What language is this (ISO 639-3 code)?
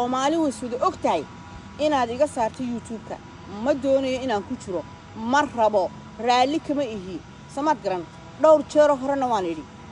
som